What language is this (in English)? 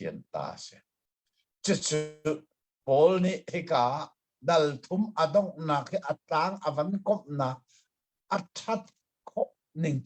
Hakha Chin